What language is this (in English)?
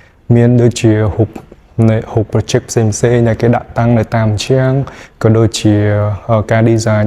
Khmer